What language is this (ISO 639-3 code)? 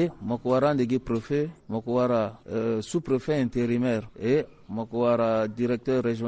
sag